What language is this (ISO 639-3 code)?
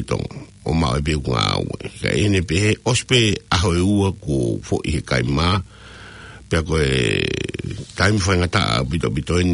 ton